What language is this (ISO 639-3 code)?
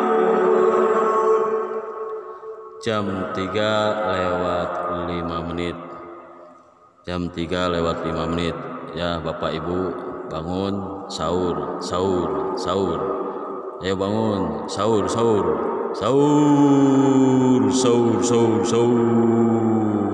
ind